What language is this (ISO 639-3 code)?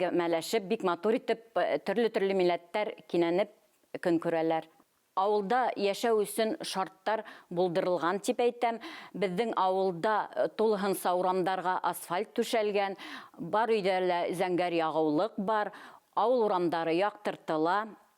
bak